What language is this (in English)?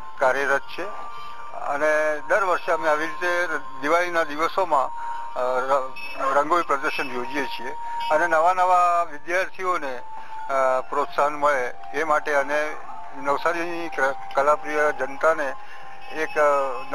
Gujarati